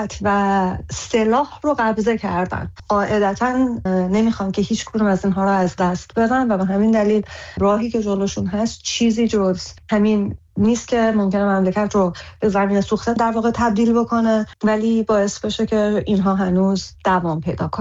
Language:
Persian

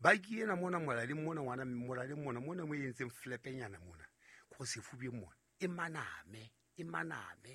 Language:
Southern Sotho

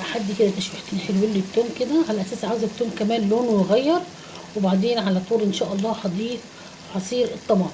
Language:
Egyptian Arabic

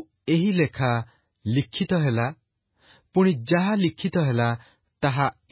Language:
Odia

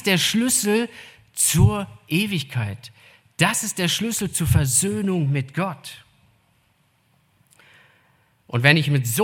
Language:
German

